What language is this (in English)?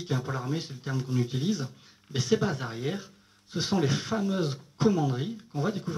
French